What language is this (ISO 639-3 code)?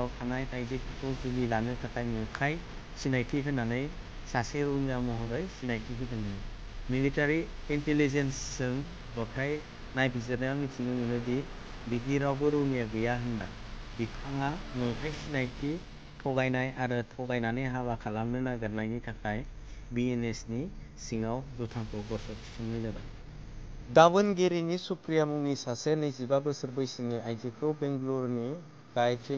brx